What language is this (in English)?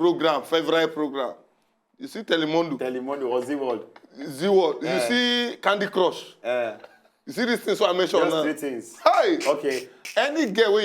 Nigerian Pidgin